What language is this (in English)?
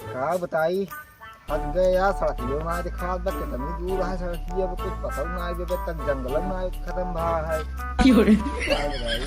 Awadhi